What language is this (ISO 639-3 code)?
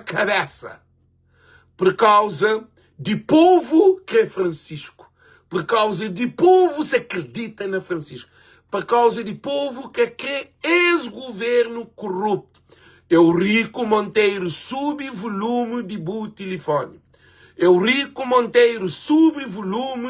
kea